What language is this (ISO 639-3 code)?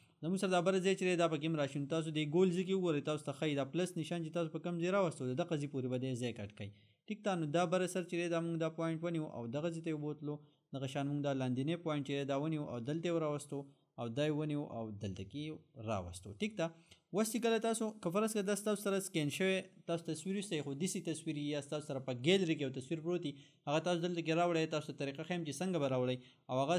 pus